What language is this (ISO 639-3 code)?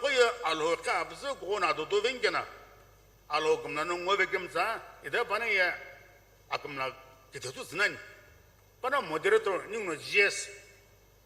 nsm